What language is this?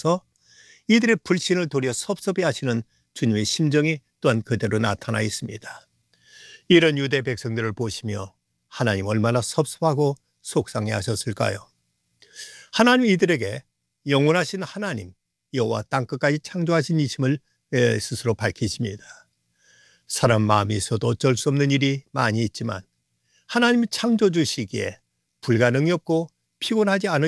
Korean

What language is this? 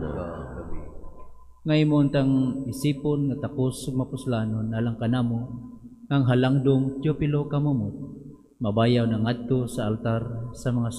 Cebuano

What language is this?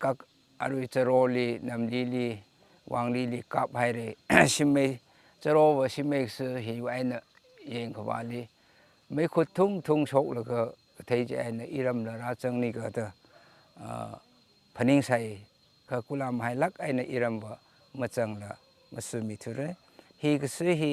Tangkhul Naga (India)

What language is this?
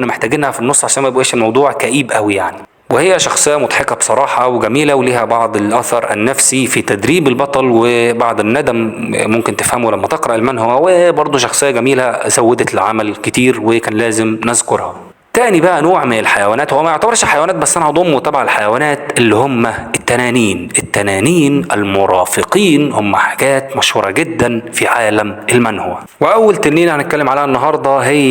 Egyptian Arabic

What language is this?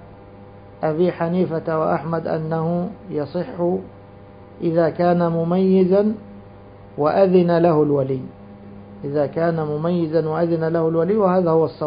Arabic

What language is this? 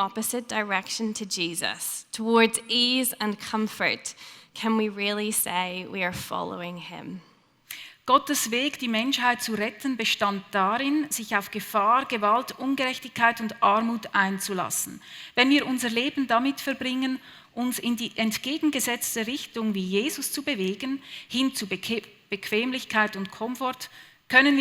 Swiss German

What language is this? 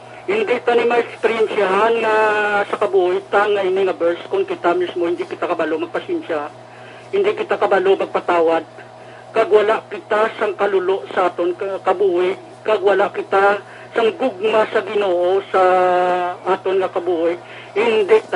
Hiligaynon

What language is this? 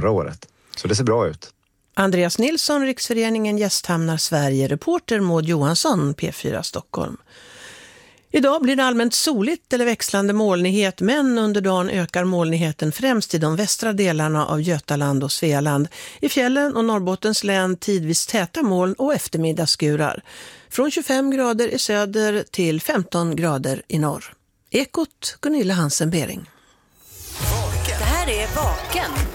Swedish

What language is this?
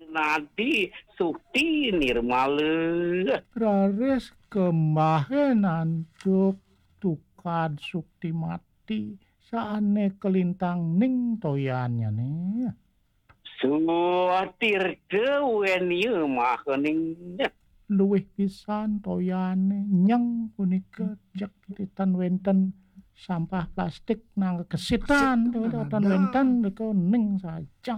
Balinese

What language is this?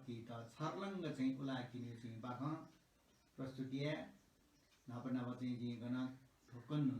Newari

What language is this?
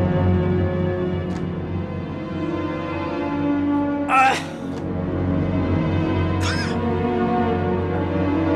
Indonesian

